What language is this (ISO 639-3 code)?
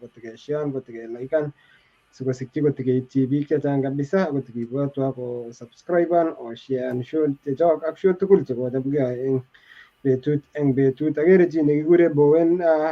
kln